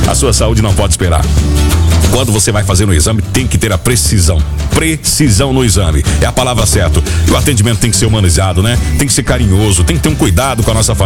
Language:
Portuguese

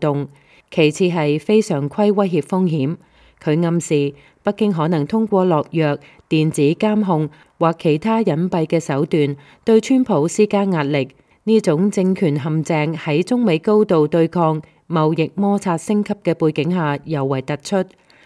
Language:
Cantonese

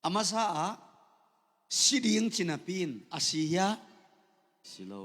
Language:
Tedim Chin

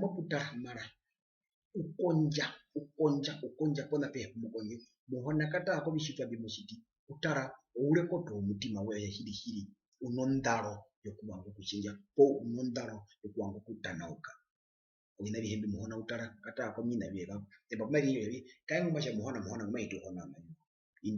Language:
Herero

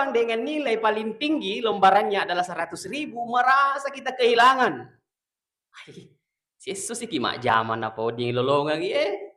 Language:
Buginese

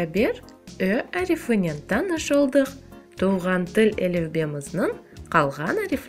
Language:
Crimean Tatar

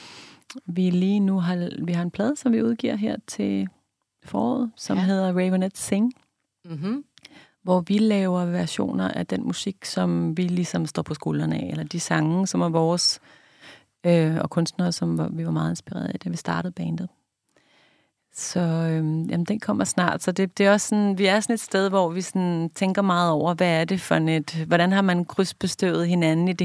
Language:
Danish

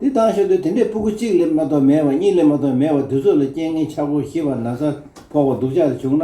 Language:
Tibetan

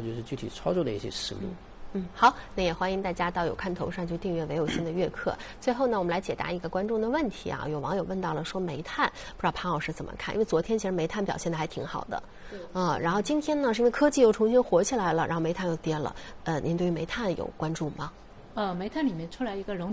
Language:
Chinese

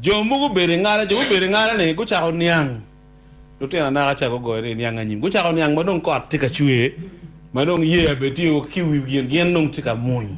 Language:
Acoli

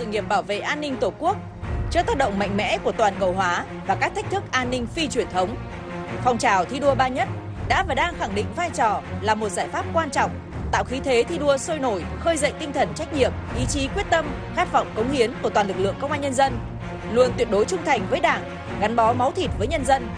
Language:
Vietnamese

